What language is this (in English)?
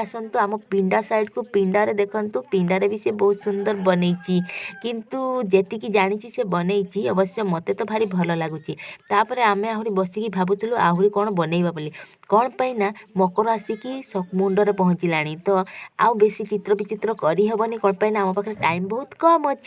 Odia